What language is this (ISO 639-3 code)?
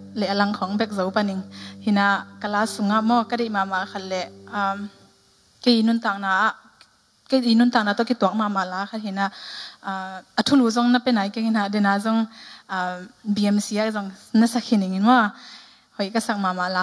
ctd